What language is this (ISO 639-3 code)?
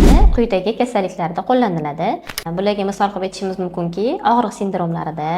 uzb